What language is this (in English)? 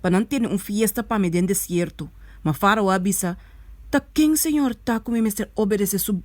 Papiamento